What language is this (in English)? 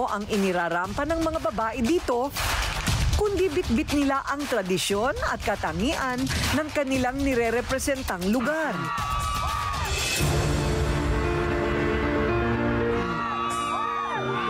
Filipino